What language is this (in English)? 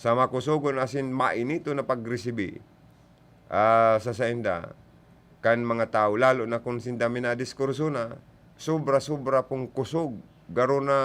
Bikol